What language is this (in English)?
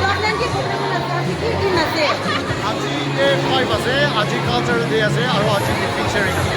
Naga Pidgin